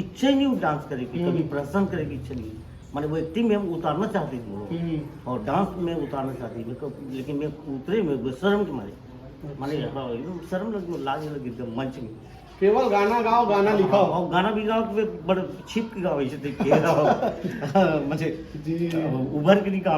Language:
Chhattisgarhi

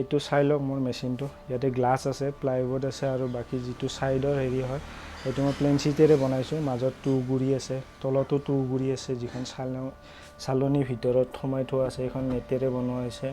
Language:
Assamese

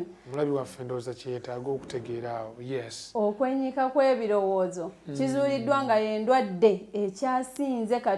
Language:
Ganda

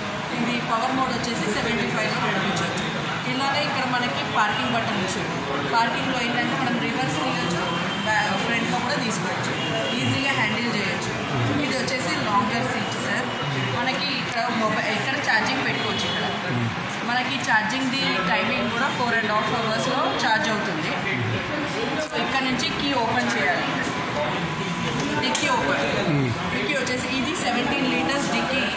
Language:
Telugu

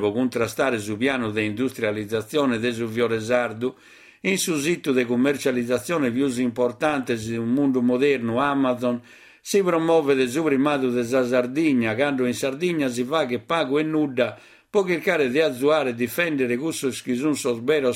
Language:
Sardinian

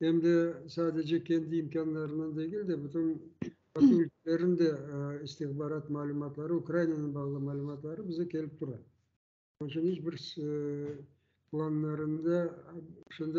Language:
Crimean Tatar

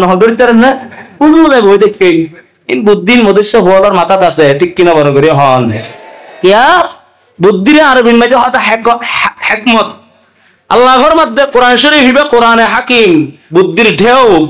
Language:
Rohingya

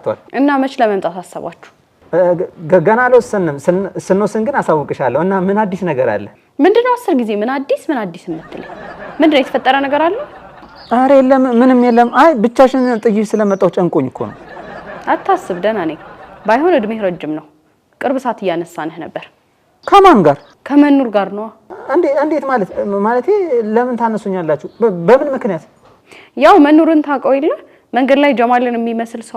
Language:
Amharic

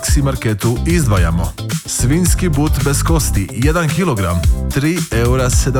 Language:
Croatian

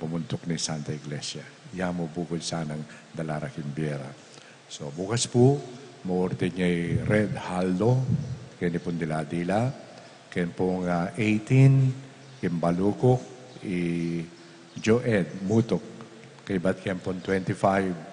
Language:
Pampanga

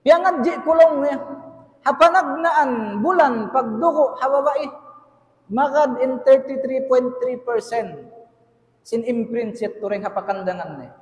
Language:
Tausug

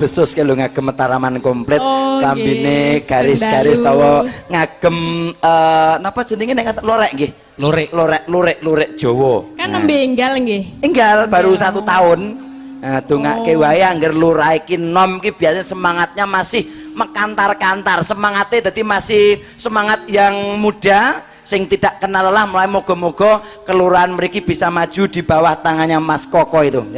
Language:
Javanese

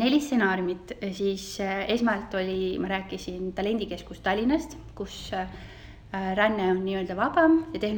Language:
Estonian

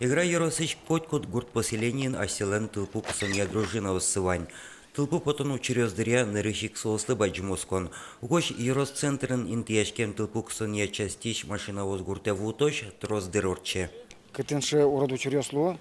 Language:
Udmurt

